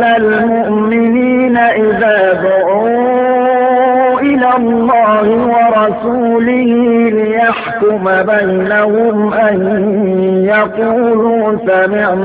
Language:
Arabic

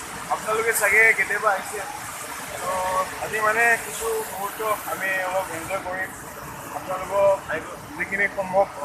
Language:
Assamese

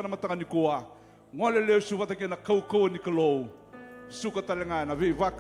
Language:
Fijian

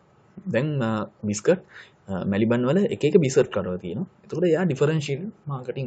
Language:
Sinhala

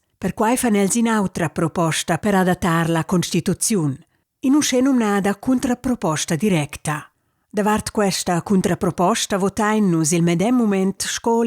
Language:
Romansh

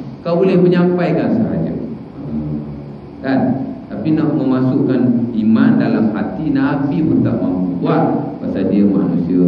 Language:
Malay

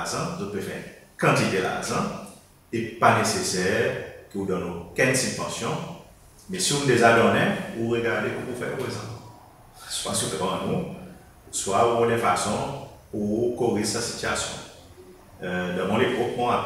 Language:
Seselwa Creole French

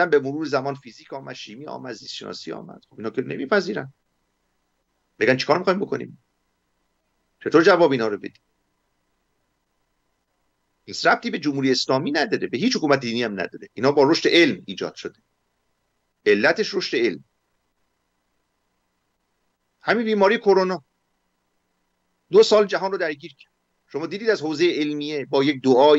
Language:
Persian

